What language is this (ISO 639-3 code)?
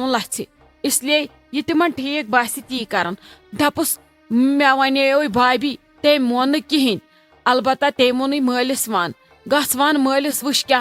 kas